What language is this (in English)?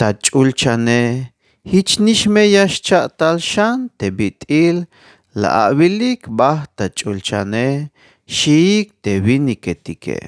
Tzeltal